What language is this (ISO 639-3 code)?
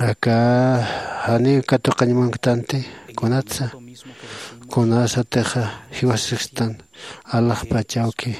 aym